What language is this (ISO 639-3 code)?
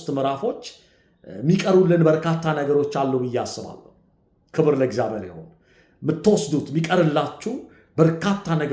amh